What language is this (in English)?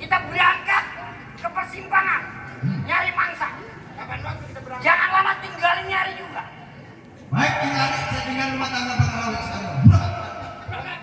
Betawi